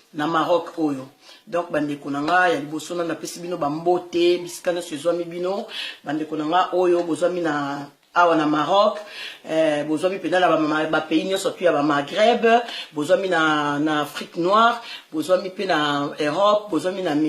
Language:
Lingala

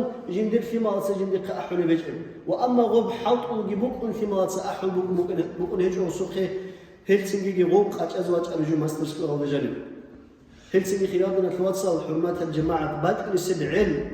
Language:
Avaric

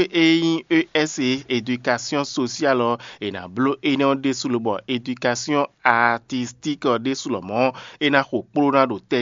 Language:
Fon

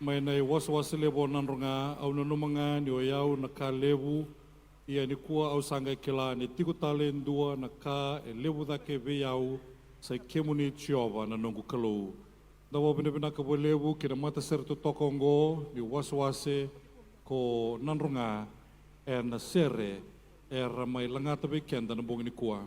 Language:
Fijian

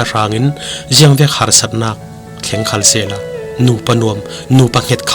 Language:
Falam Chin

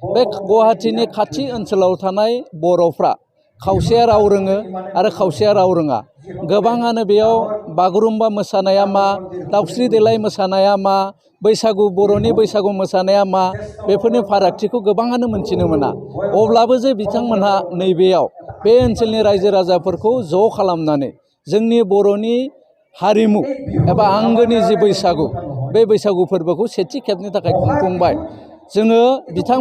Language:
Bodo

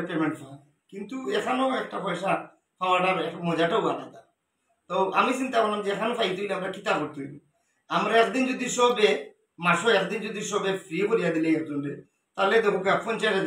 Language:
Sylheti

